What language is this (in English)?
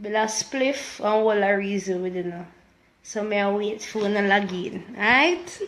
Jamaican Creole English